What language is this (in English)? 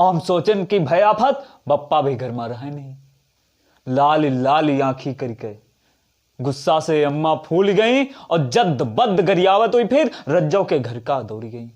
Awadhi